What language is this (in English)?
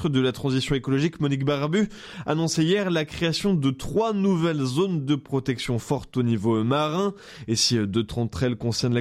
French